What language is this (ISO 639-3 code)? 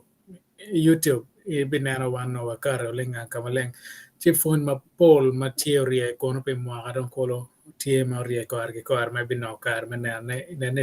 ach